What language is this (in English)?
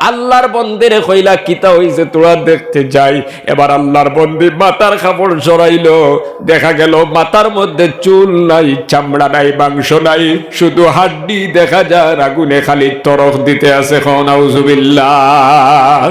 Sylheti